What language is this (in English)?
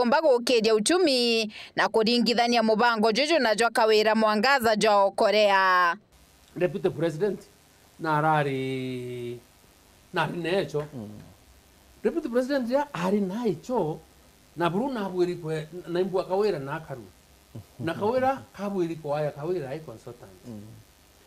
Meru